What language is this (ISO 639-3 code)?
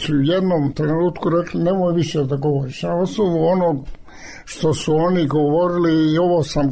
srp